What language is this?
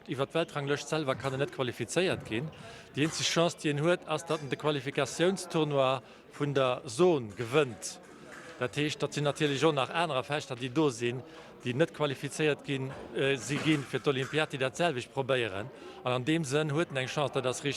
Luxembourgish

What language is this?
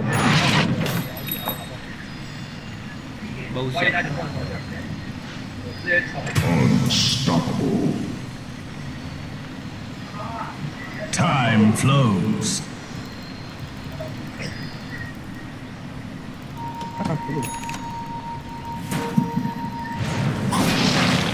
Malay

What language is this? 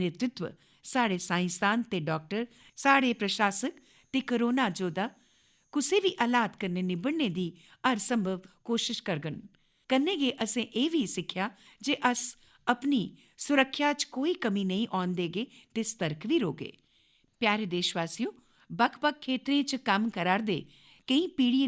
Dogri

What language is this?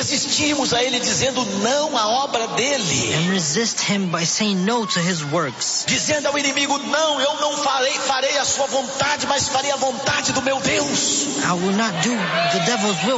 Portuguese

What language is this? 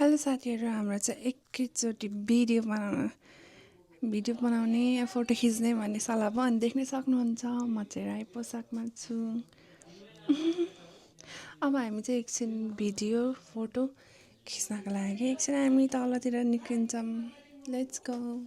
Nepali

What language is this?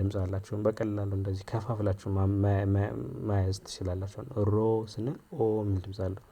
Amharic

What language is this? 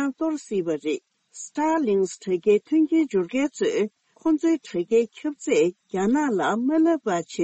Tibetan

